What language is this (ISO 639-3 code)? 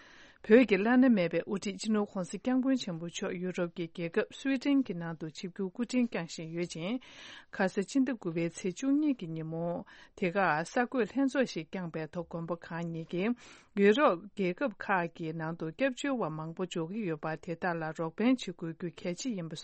bod